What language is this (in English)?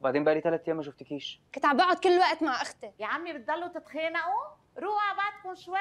North Levantine Arabic